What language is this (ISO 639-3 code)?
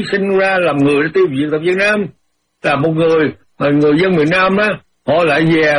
vie